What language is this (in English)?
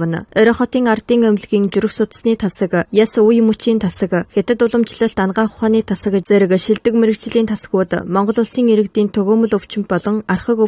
Mongolian